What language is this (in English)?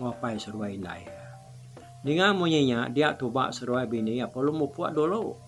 Iban